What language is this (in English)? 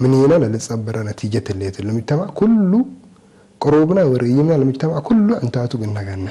Tigre